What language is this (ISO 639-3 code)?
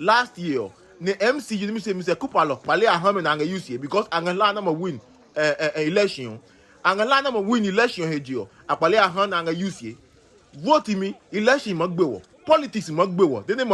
ada